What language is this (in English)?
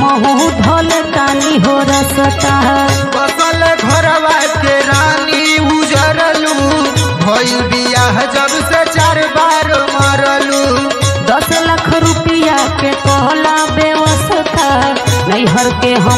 Bhojpuri